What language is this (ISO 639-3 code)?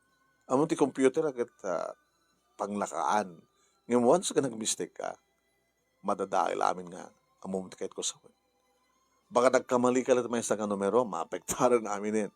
ilo